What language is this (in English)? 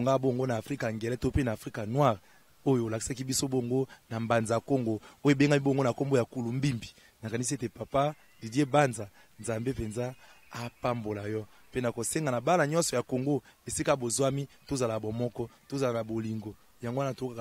Lingala